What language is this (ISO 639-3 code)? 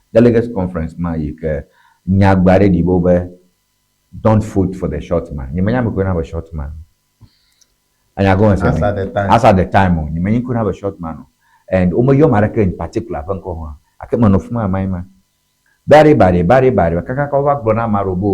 ewe